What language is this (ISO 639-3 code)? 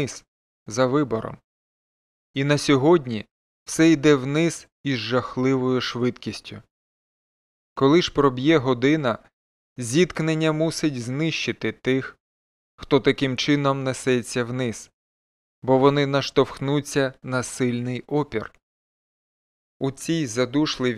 ukr